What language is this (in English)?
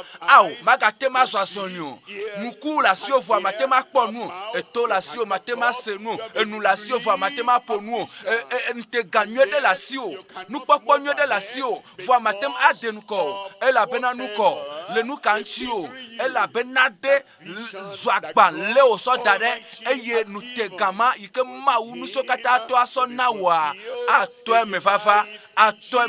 Ewe